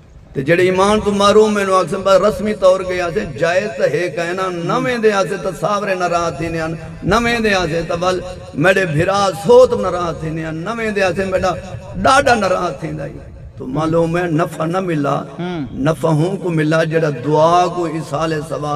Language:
Saraiki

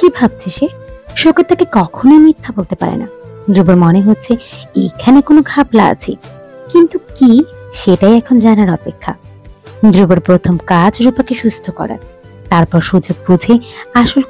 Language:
Bangla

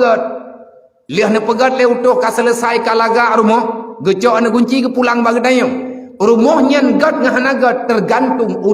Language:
Achinese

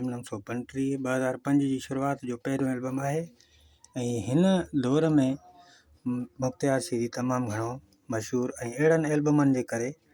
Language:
Sindhi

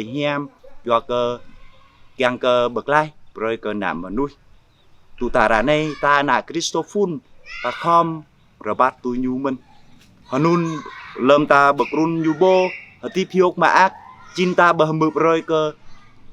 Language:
Jarai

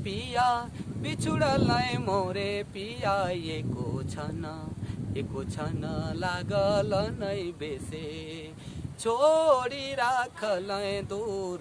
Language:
Sadri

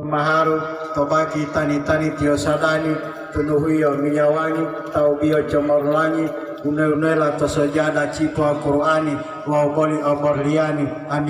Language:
Gorontalo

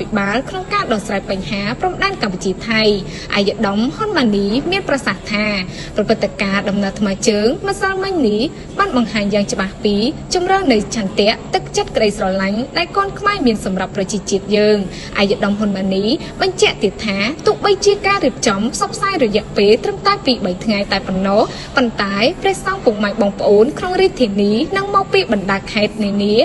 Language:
Khmer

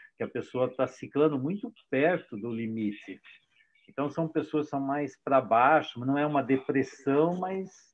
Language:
Portuguese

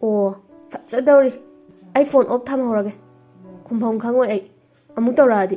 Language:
Manipuri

